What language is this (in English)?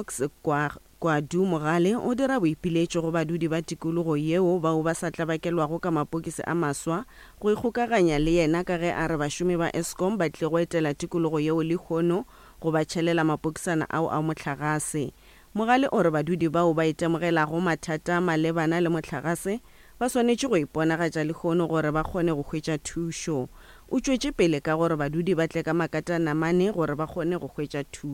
Northern Sotho